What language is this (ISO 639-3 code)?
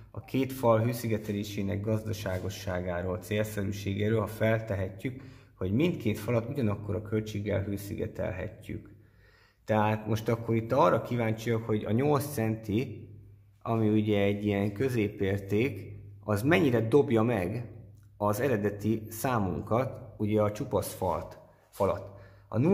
hun